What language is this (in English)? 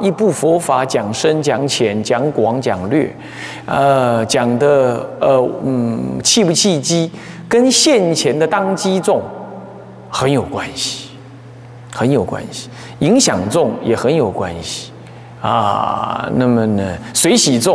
Chinese